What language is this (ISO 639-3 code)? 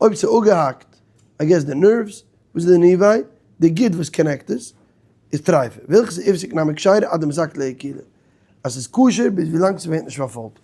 yid